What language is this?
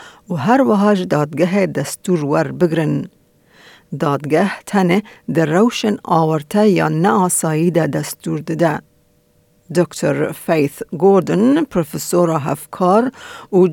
Kurdish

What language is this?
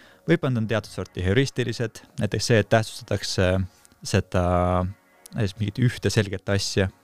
Estonian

